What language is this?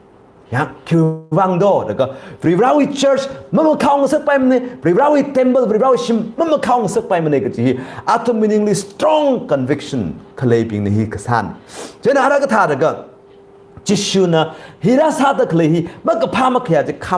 Tangkhul Naga (India)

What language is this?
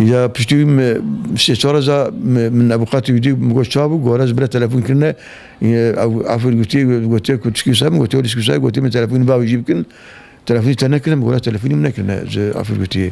Kurdish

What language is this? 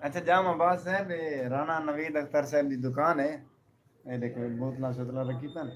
Saraiki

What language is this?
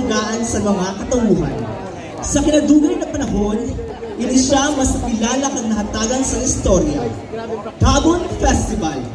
Masbatenyo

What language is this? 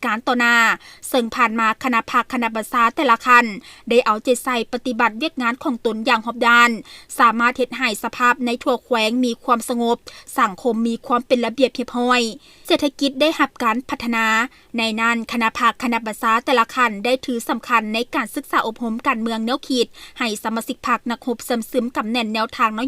Lao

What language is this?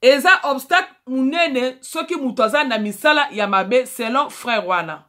Lingala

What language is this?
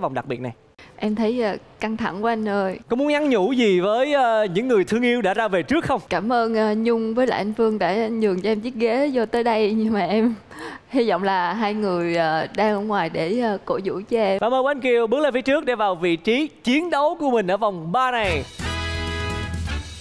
Vietnamese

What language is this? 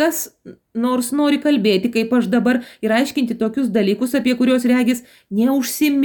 Lithuanian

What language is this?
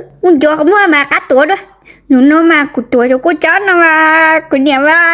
Hmong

